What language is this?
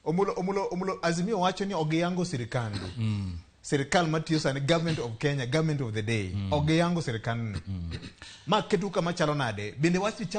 Luo (Kenya and Tanzania)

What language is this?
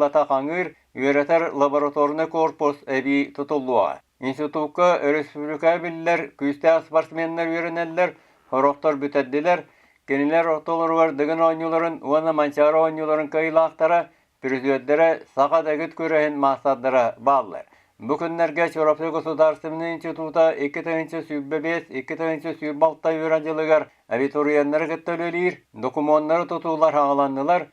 Yakut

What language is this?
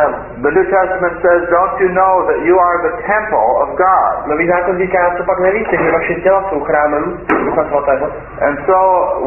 Czech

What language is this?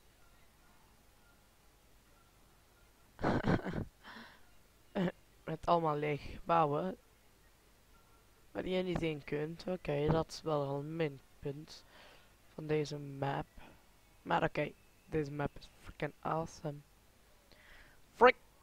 Dutch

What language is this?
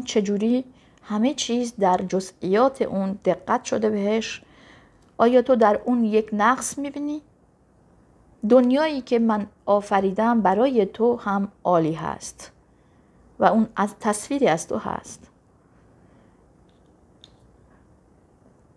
Persian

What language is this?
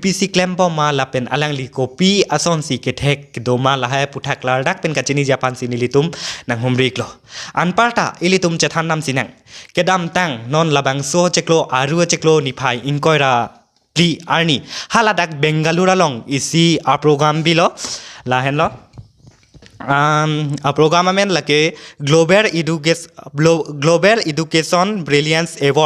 Karbi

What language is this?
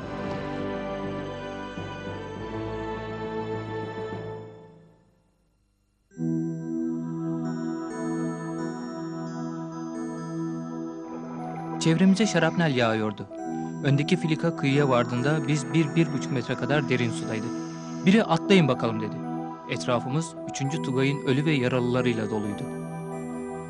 Turkish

